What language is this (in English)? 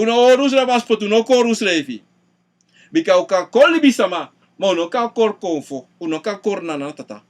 Sranan Tongo